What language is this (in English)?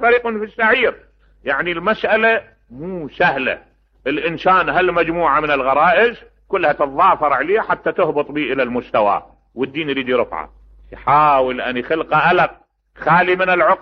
Mesopotamian Arabic